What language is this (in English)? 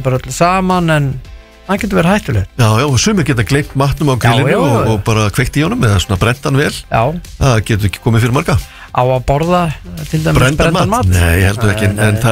Icelandic